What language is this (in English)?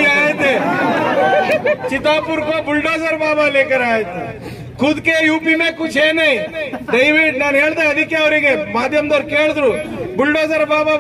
Kannada